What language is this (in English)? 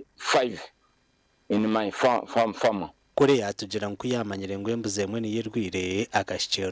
Nyankole